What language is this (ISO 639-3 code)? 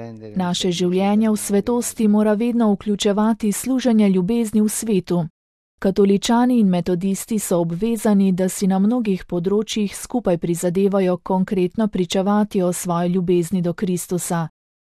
slv